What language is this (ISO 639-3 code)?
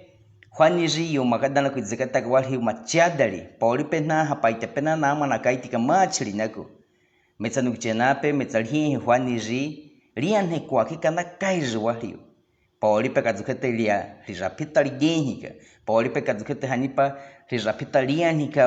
bwi